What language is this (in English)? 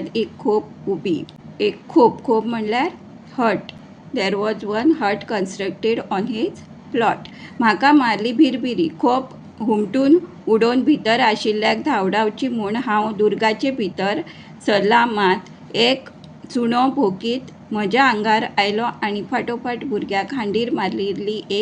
Konkani